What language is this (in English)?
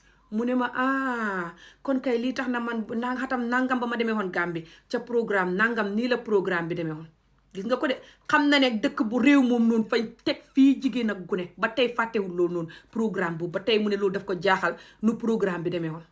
Wolof